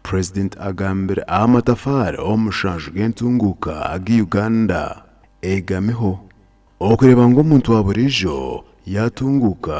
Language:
Nyankole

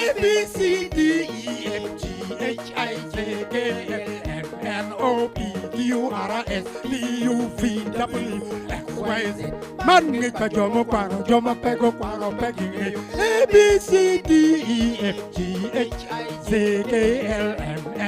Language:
Acoli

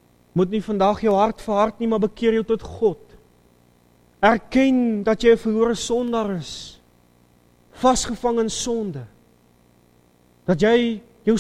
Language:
Afrikaans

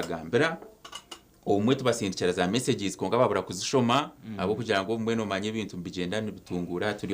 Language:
Nyankole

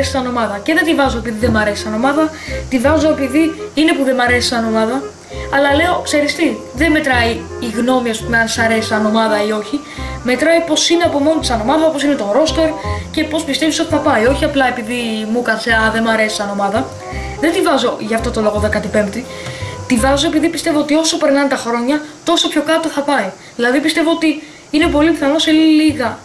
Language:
Greek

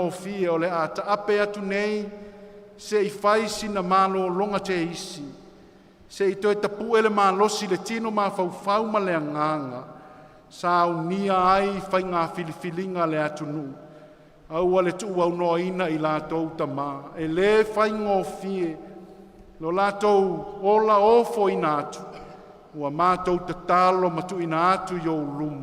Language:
Samoan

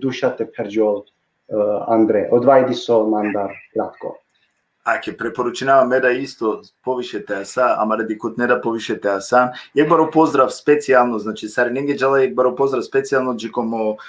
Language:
Balkan Romani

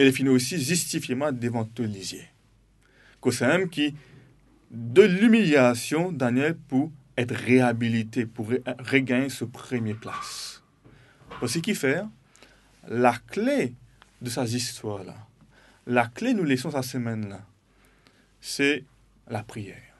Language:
Morisyen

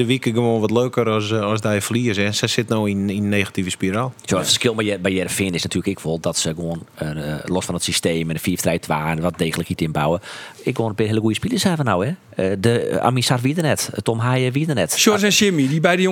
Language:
Western Frisian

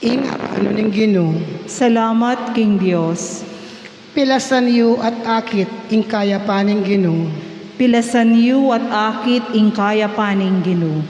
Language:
Pampanga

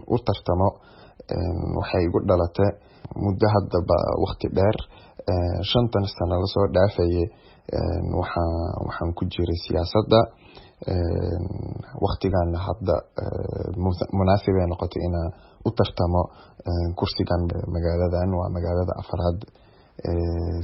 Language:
Somali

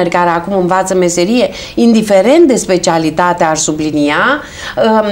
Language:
Romanian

